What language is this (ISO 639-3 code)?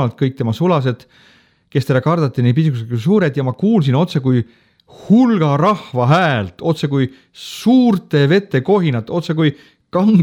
est